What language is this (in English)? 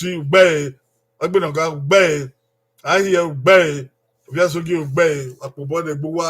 Bini